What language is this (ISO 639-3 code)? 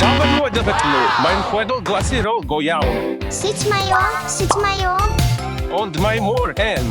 cym